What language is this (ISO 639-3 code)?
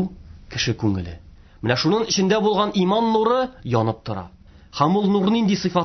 tat